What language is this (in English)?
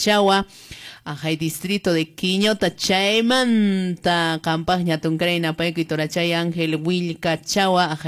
Quechua